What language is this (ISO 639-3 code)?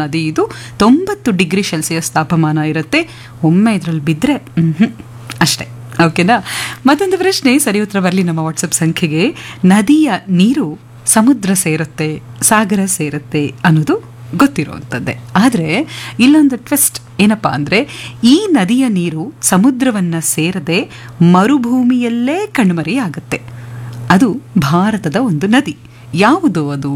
kan